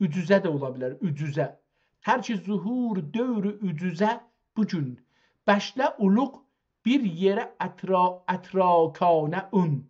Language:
South Azerbaijani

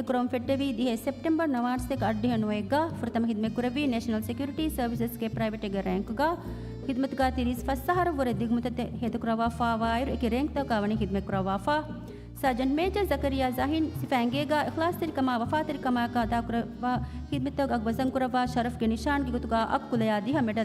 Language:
Divehi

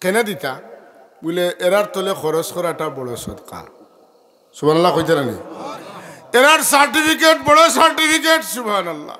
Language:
Sylheti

